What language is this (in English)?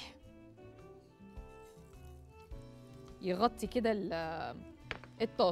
Egyptian Arabic